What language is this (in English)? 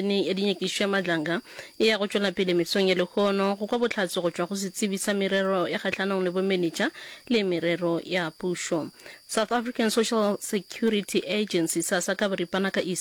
Northern Sotho